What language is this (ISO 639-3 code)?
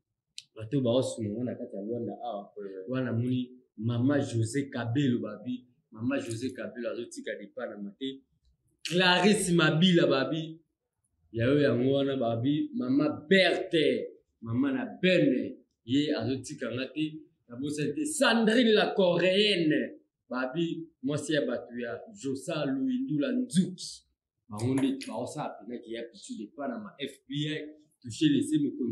lin